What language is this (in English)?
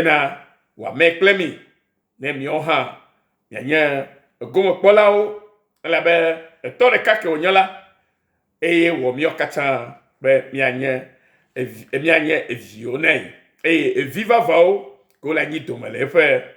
Ewe